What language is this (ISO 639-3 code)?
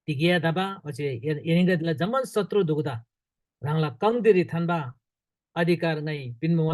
taj